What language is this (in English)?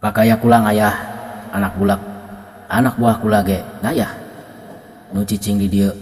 Sundanese